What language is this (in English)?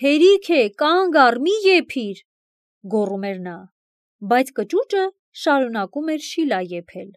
Armenian